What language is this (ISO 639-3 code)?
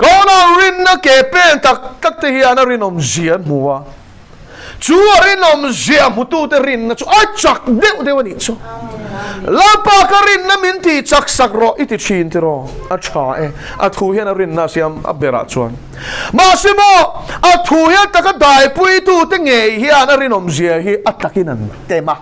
lus